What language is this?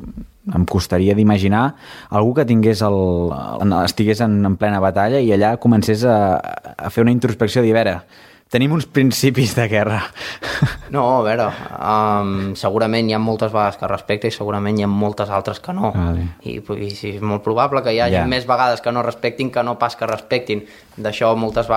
Catalan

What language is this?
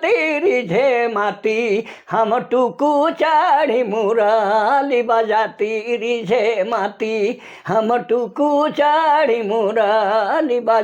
Sadri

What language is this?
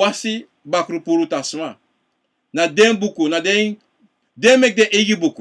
Sranan Tongo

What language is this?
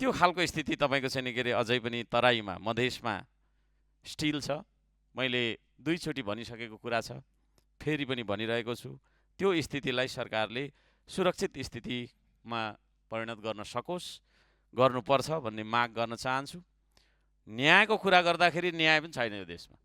Nepali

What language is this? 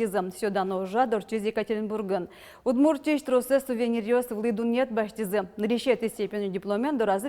Udmurt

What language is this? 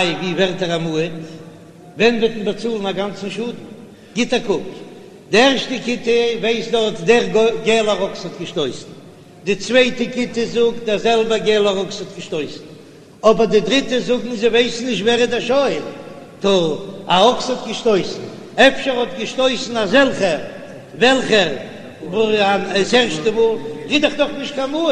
Yiddish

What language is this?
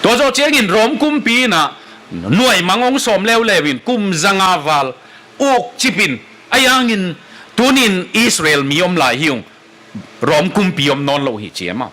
Tedim Chin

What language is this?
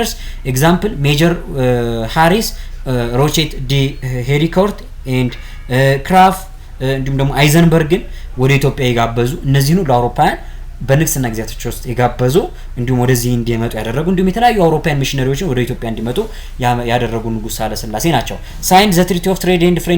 Amharic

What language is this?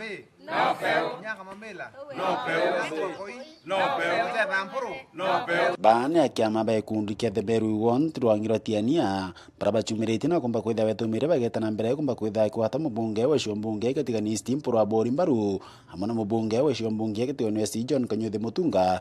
Meru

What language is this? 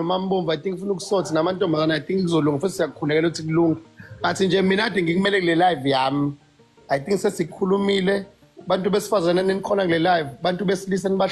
Zulu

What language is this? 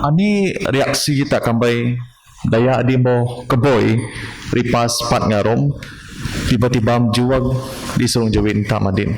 Biatah Bidayuh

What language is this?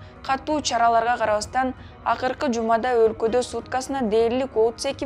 Kyrgyz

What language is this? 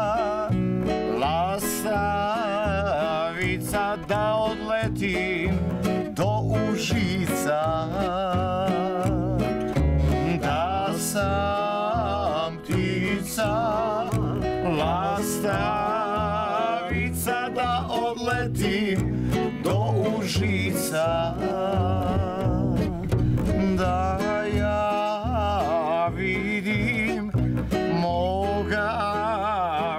Serbian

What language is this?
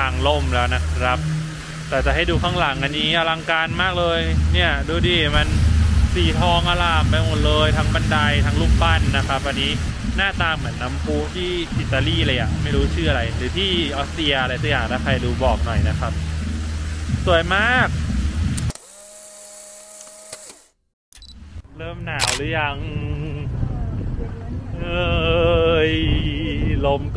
Thai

